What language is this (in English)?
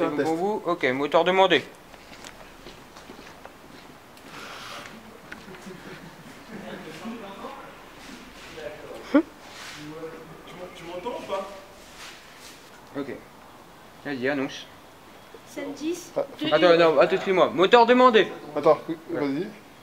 French